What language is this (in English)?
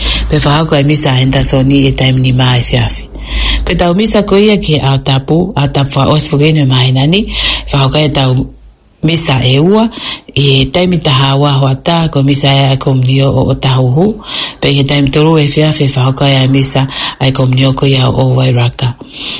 Tongan